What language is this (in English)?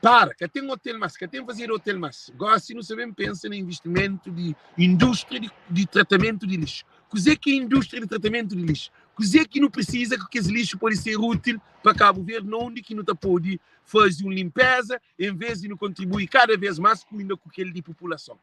Kabuverdianu